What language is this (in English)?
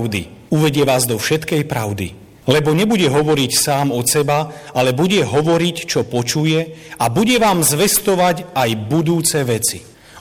Slovak